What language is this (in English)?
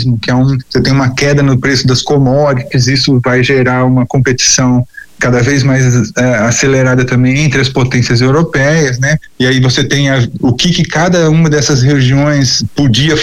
Portuguese